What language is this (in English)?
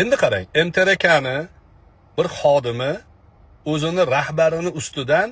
Uzbek